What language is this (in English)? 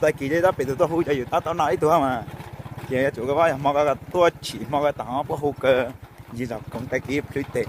Hmong